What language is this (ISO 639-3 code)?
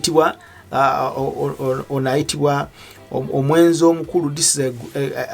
lug